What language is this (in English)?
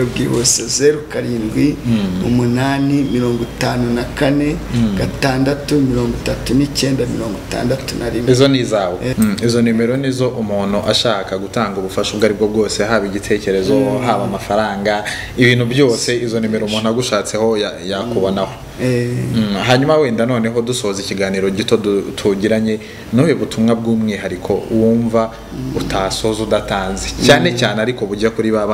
Kinyarwanda